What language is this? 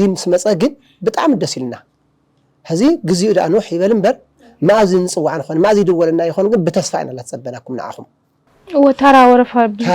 Tigrinya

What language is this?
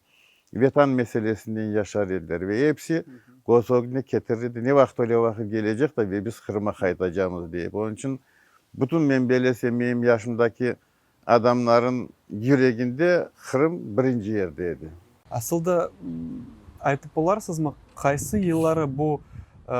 Crimean Tatar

